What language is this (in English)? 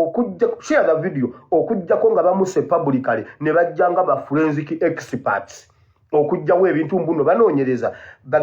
Ganda